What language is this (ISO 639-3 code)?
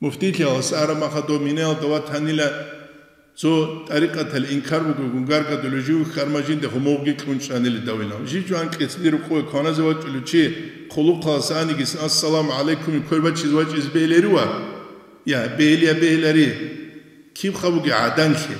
ava